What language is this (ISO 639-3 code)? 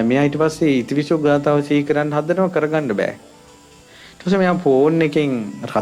sin